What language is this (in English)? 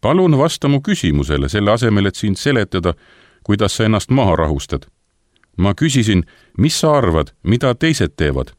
Estonian